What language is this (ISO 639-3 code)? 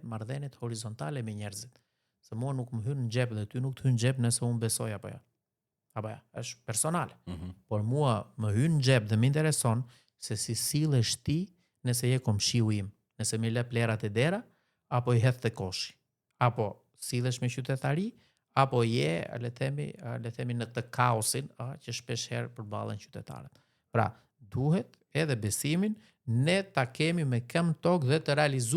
sqi